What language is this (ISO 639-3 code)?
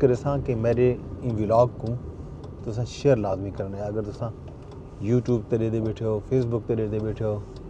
skr